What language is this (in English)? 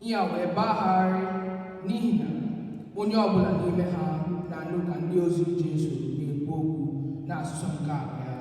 Igbo